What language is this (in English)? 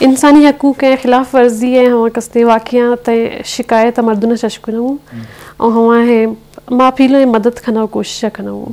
Eastern Balochi